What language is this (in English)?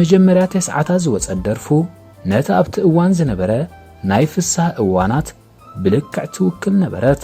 Tigrinya